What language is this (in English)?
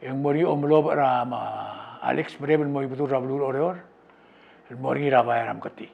Palauan